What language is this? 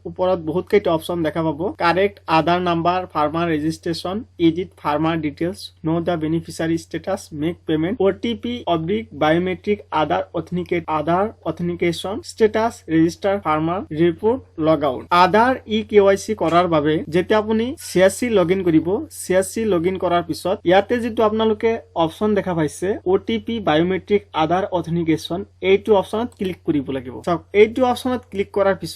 Assamese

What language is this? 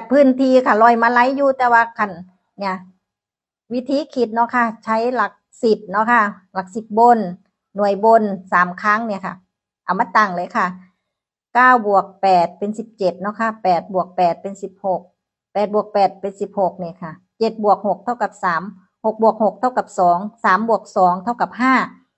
Northeastern Thai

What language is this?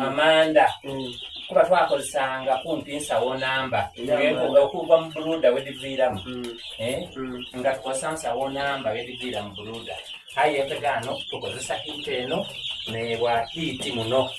Soga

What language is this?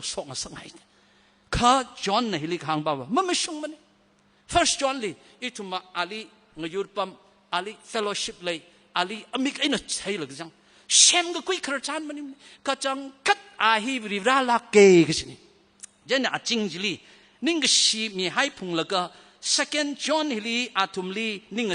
Tangkhul Naga (India)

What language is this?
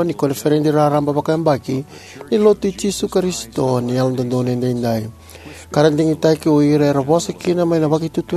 Fijian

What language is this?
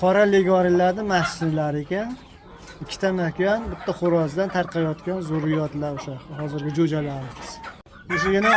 Uzbek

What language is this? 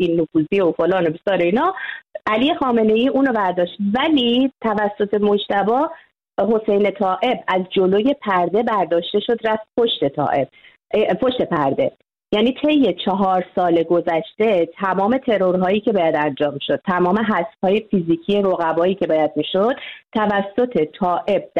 Persian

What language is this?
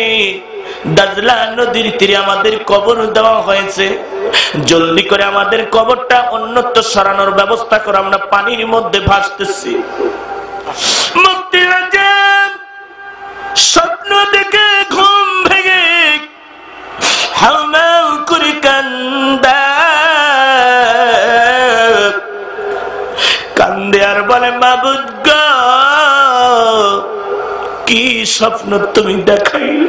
Bangla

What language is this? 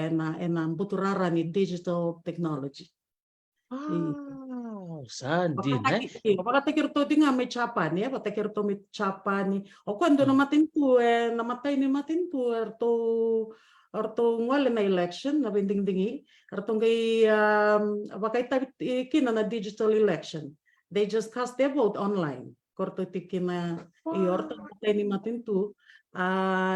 Fijian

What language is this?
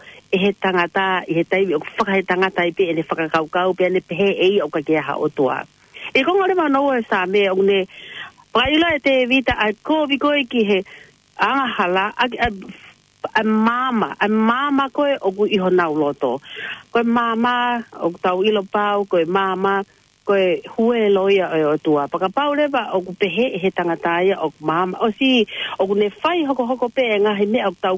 Tongan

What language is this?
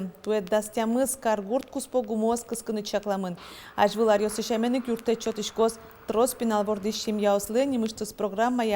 Udmurt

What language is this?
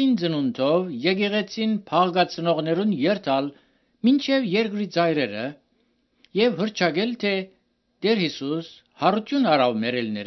Armenian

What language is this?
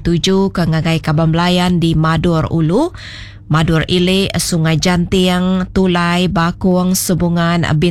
Iban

